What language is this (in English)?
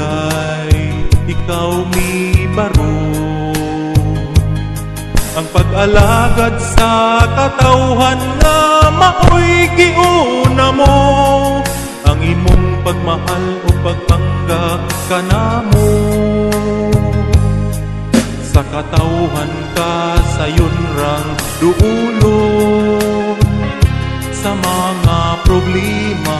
Cebuano